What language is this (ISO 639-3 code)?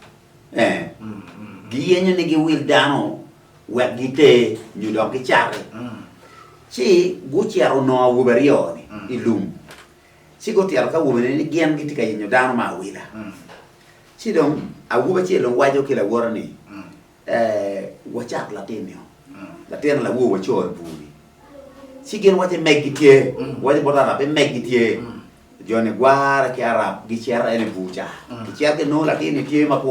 ach